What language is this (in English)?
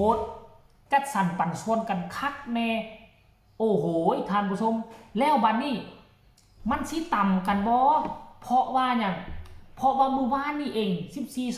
Northeastern Thai